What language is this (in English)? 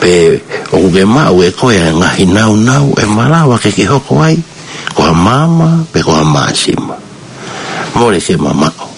Tongan